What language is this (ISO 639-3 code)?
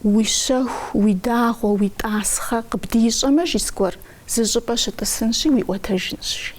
kbd